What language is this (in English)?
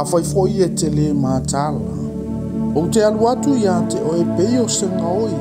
Samoan